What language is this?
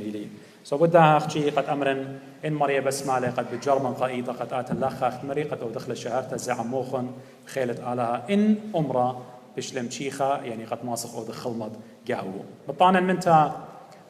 Assyrian Neo-Aramaic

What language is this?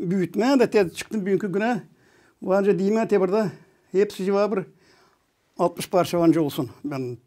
Gagauz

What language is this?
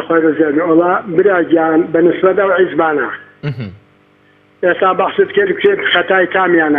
Central Kurdish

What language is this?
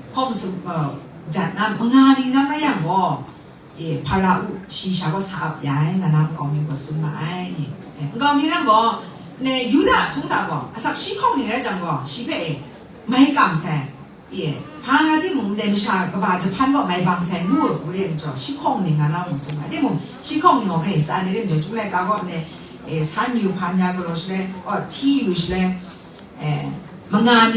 Kachin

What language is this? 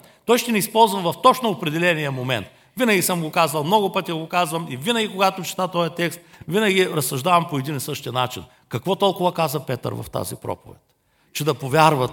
Bulgarian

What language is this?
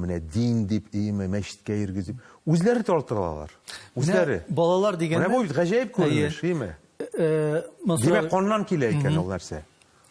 Tatar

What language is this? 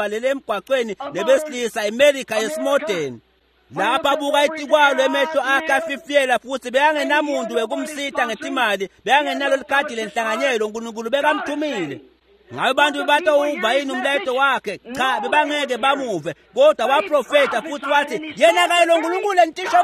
Swati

